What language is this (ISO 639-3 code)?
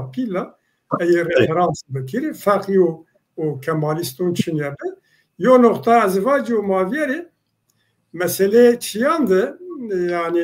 zza